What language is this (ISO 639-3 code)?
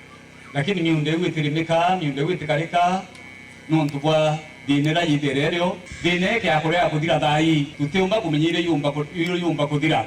mer